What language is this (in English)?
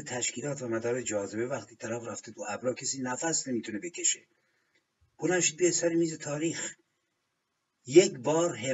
Persian